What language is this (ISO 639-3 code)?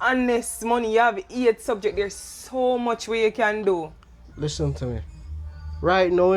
jam